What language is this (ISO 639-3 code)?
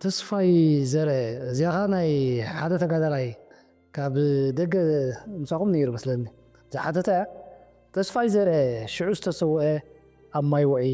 tir